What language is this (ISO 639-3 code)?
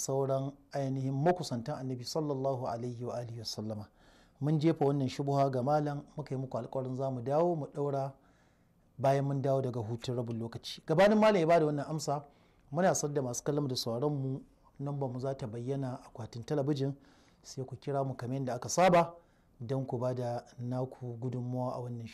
hau